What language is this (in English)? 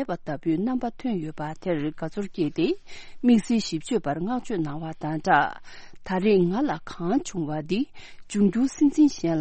Tibetan